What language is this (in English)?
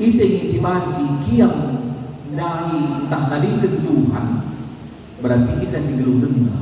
Batak Karo